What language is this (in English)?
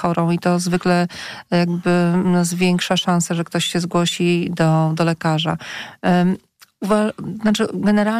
Polish